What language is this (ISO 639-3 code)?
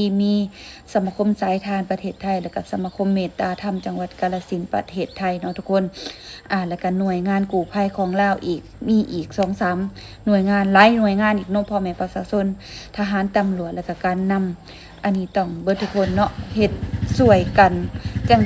lao